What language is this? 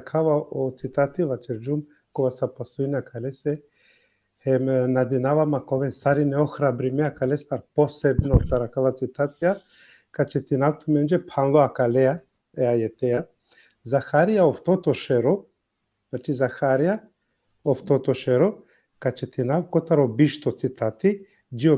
Balkan Romani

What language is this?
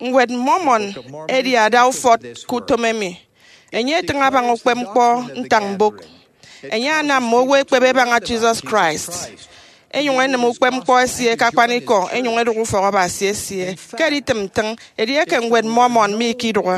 Efik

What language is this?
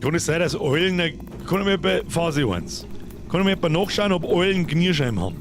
Bavarian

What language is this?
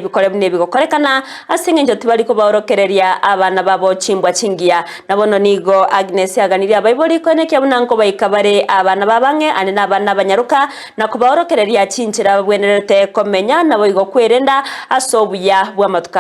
Gusii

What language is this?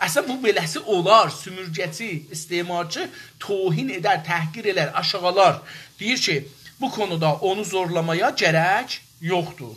South Azerbaijani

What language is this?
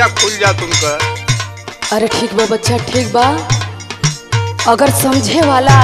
Bhojpuri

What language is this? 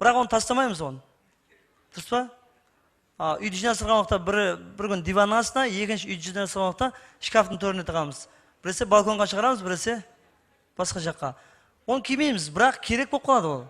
Kara-Kalpak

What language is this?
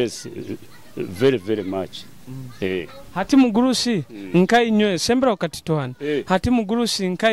Nyoro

